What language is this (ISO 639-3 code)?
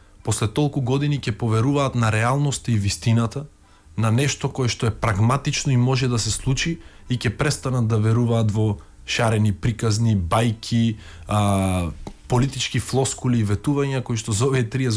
mkd